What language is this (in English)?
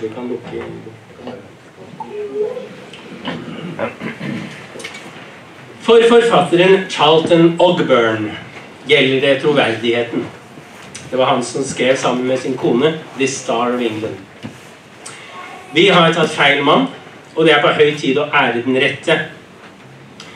Norwegian